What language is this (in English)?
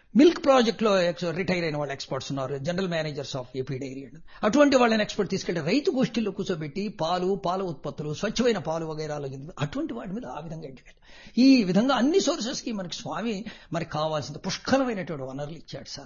Telugu